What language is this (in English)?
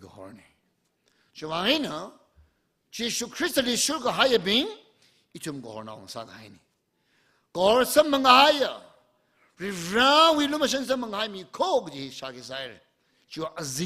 Tangkhul Naga (India)